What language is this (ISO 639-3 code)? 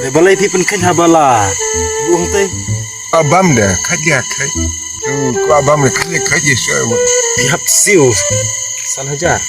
kha